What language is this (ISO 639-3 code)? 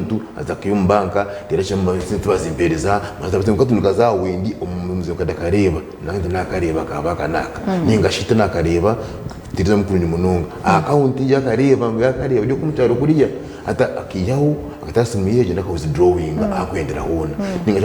nyn